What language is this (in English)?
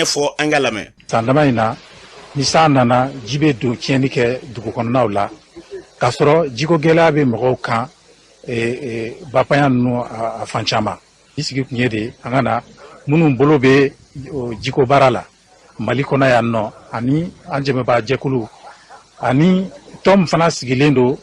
Bambara